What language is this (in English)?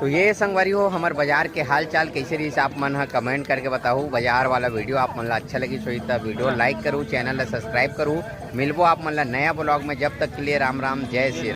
Chhattisgarhi